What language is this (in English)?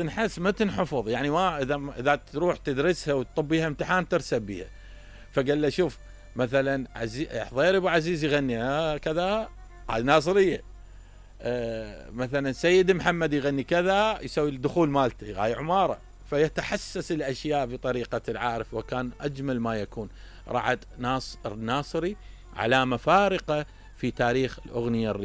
Mesopotamian Arabic